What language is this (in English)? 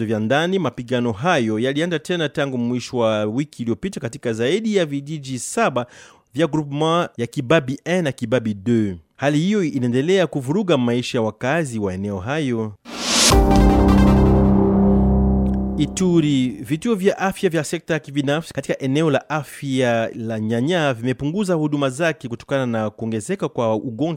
Swahili